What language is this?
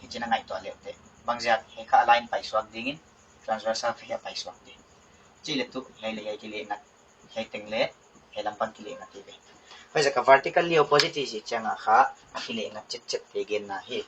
Paite Chin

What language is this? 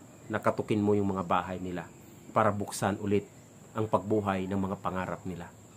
Filipino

